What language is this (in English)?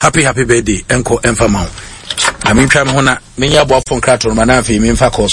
Akan